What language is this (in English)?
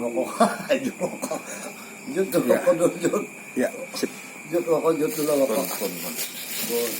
Banjar